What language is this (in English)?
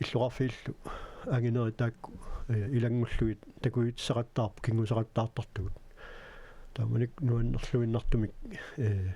Kalaallisut